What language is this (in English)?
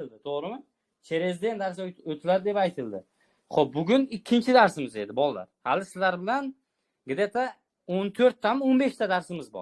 Uzbek